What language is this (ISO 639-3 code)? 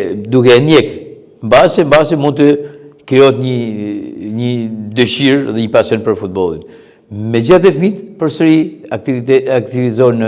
sqi